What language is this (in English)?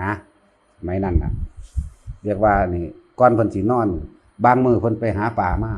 Northeastern Thai